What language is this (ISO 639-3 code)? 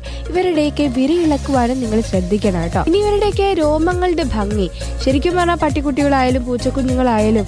mal